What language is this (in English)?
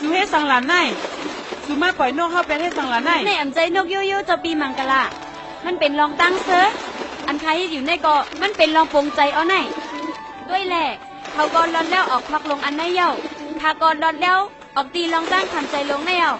Shan